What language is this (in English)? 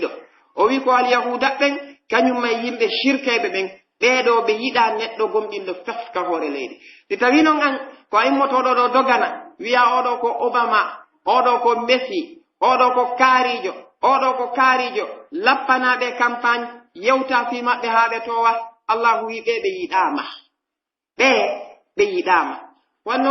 Pular